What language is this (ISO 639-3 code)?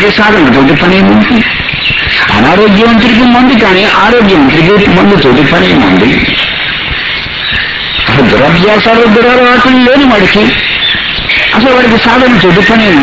tel